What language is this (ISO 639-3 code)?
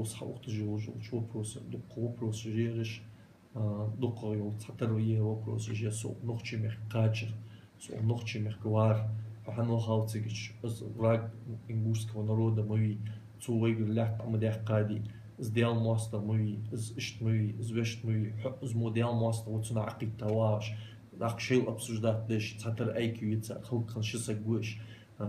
inh